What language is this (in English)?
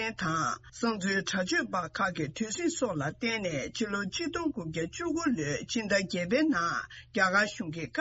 Tibetan